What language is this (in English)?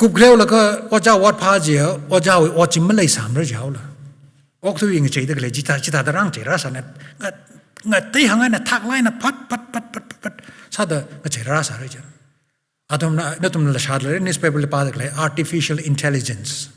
Tangkhul Naga (India)